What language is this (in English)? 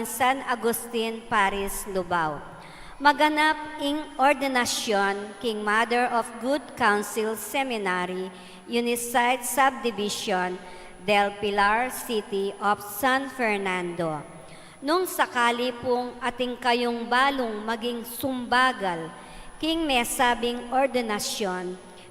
Pampanga